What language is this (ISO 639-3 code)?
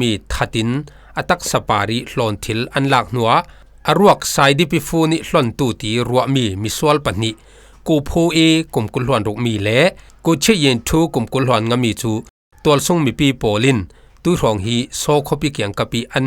cfm